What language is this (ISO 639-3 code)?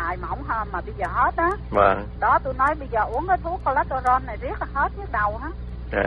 vie